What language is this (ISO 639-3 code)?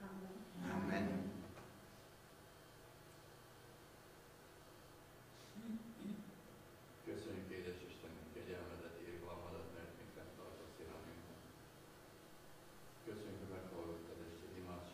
hun